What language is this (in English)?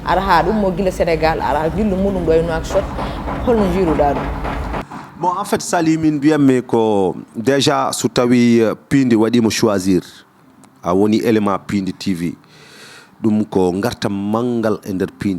Fula